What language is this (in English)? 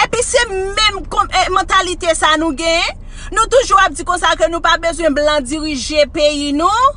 Haitian Creole